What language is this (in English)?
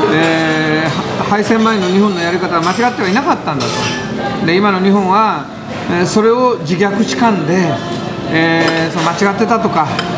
Japanese